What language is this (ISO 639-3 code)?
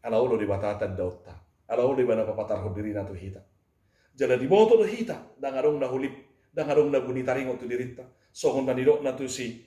bbc